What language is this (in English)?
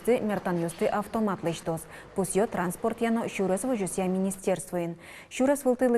Udmurt